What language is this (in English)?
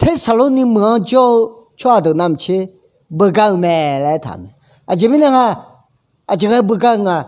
Akha